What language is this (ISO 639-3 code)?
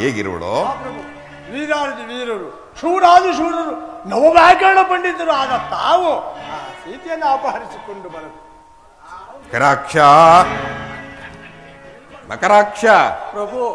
kan